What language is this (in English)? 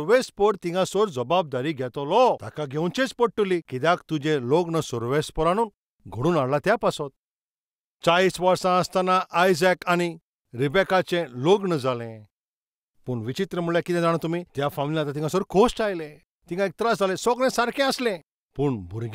Konkani